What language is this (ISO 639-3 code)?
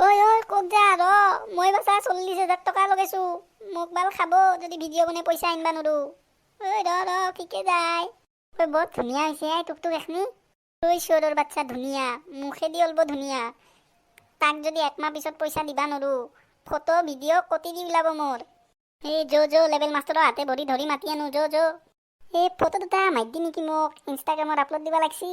asm